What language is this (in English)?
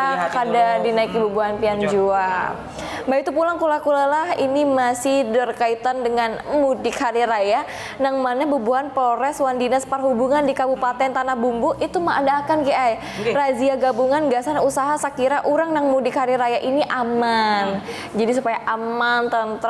Banjar